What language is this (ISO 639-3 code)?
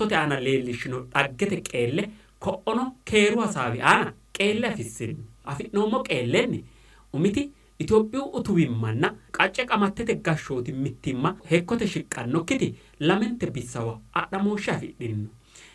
sid